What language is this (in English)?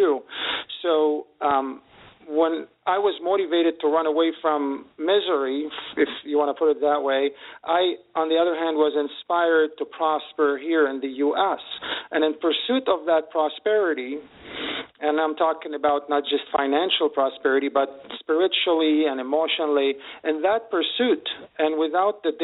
English